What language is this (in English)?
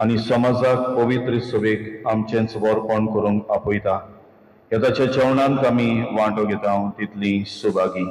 Konkani